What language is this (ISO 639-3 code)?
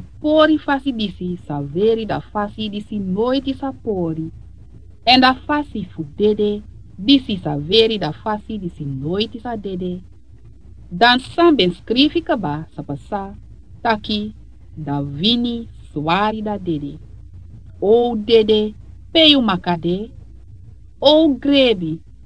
srn